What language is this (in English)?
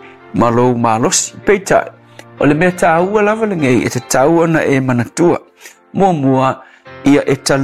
Samoan